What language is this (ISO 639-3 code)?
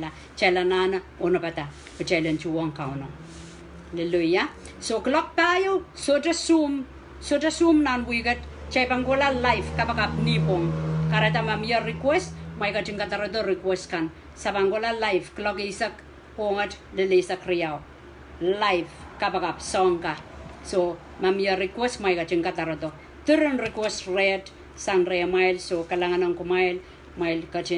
pon